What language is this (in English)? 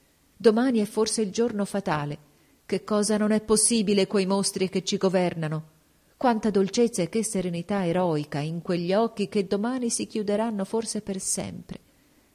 Italian